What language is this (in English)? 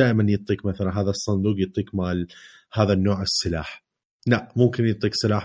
Mesopotamian Arabic